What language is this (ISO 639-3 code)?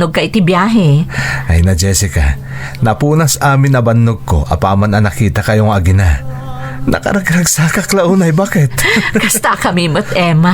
ilo